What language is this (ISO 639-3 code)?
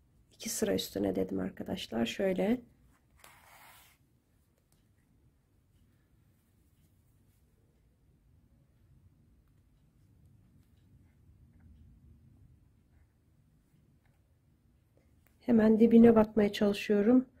tur